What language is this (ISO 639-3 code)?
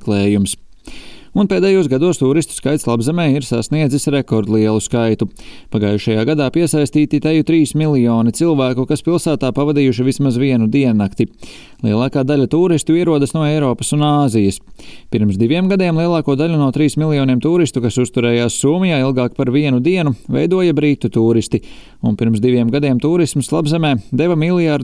lav